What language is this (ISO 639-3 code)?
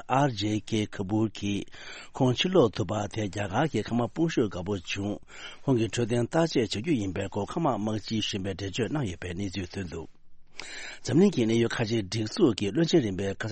bod